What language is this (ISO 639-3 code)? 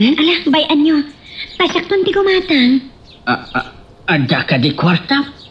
ilo